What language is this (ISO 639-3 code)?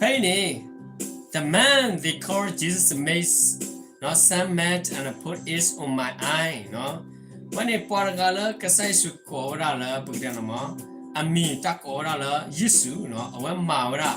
ksw